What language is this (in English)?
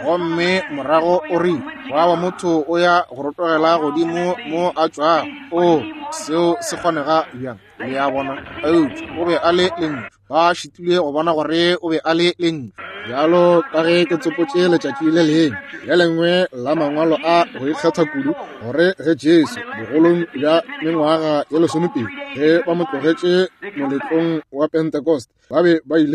Northern Sotho